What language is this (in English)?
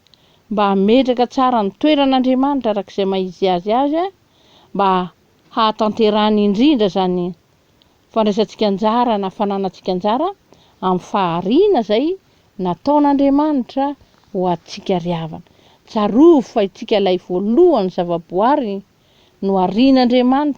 Malagasy